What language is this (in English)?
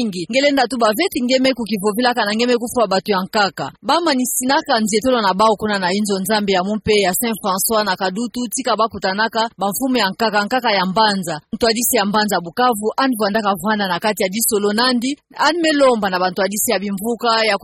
Kituba (Democratic Republic of Congo)